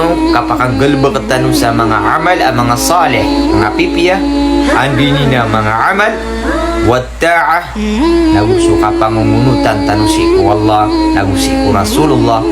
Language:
Maranao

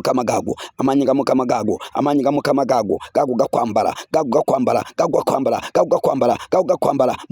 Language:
Ganda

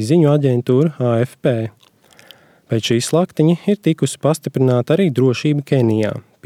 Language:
Latvian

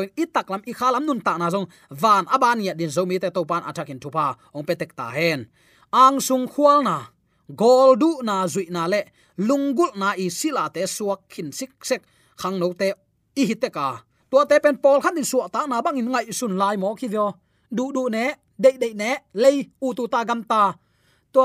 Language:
Tedim Chin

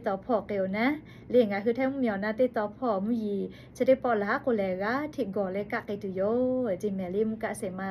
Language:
Lahu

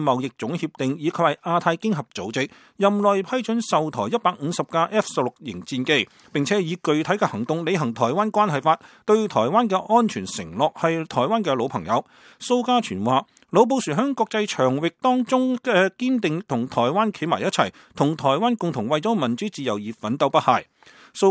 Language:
Cantonese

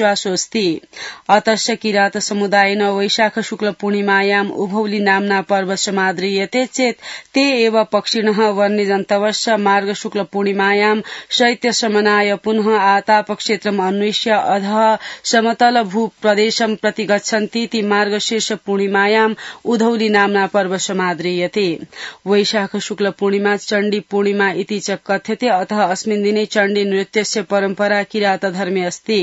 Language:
Sanskrit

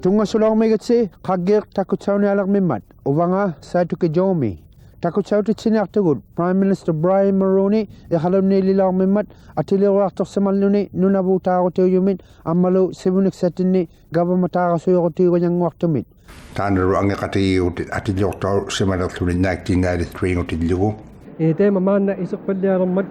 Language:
Inuktitut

